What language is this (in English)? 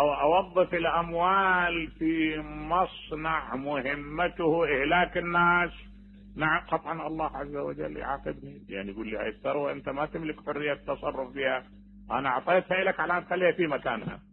Mesopotamian Arabic